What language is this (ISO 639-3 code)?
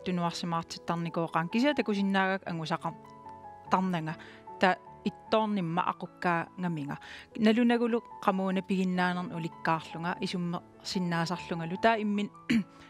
kal